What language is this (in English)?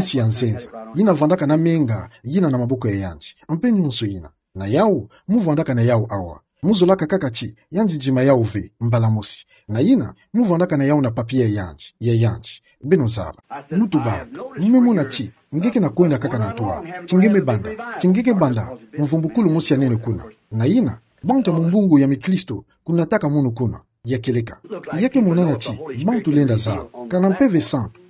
Kituba (Democratic Republic of Congo)